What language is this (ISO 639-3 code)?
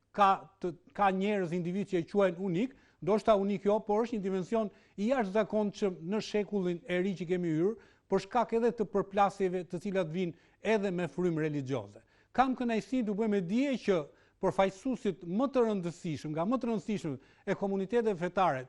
sqi